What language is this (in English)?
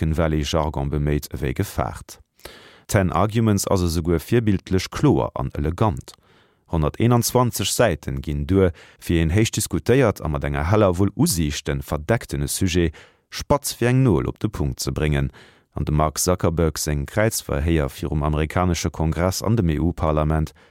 Luxembourgish